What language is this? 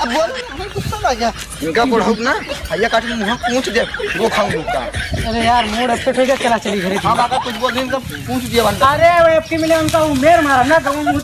Awadhi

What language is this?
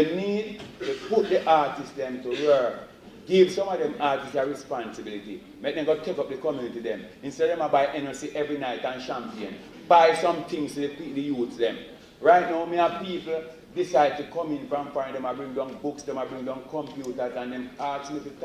Jamaican Creole English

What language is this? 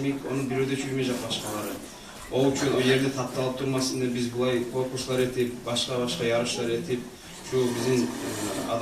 Kumyk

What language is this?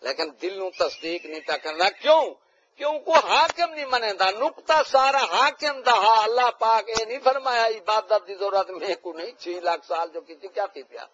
Saraiki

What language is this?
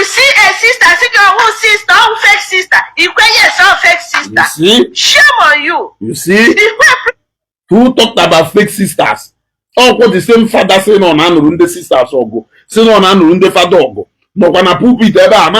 Igbo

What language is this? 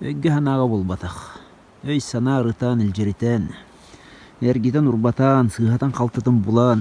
Yakut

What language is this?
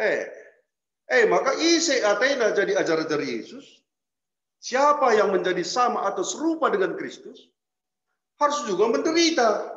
Batak Karo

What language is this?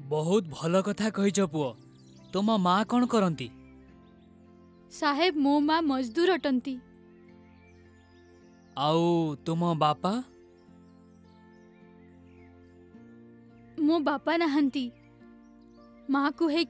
Odia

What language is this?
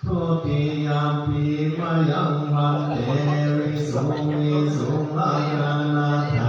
Pali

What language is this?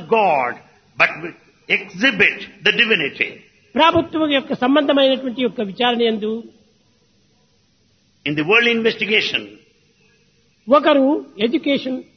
Telugu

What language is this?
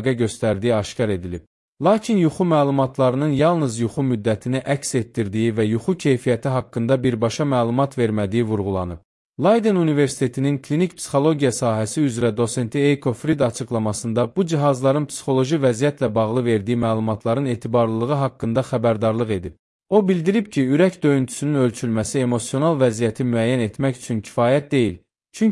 Azerbaijani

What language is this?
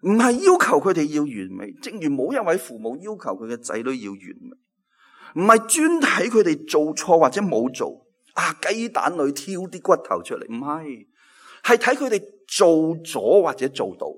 Cantonese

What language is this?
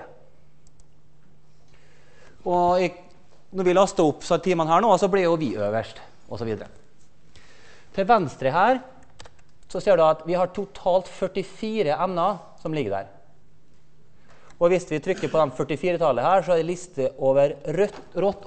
Norwegian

